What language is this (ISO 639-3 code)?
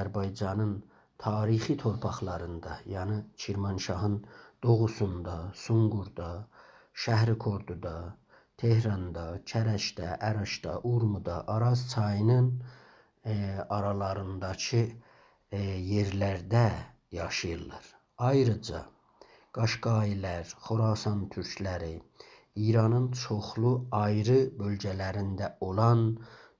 azb